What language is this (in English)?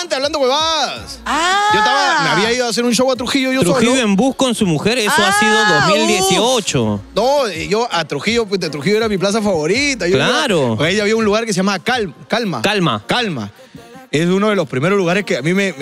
Spanish